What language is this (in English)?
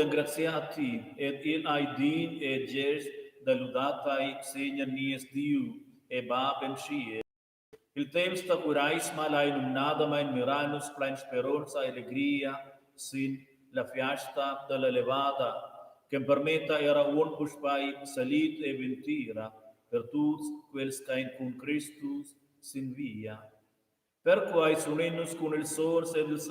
Romansh